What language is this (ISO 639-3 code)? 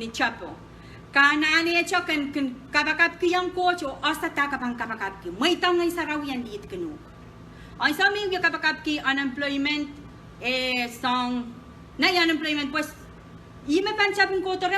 pon